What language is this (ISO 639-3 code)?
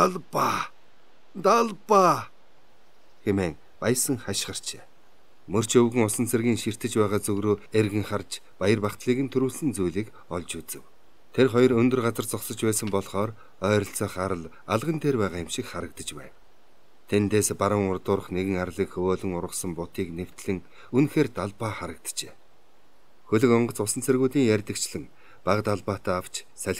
mon